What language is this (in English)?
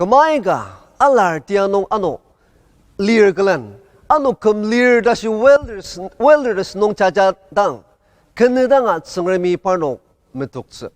Ao Naga